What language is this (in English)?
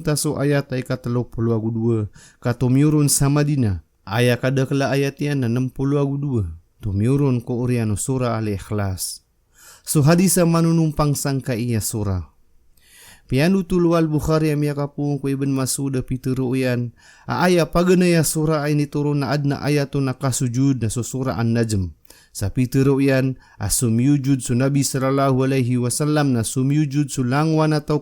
Maranao